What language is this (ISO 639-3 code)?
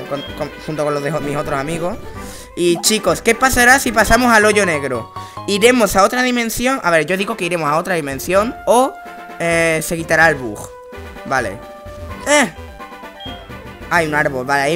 spa